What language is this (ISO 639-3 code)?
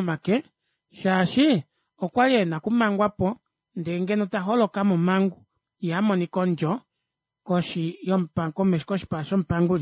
kua